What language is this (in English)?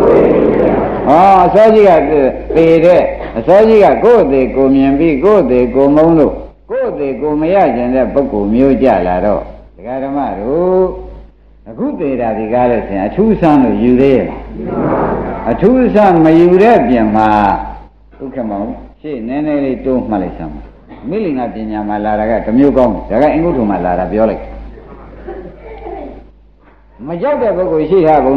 Burmese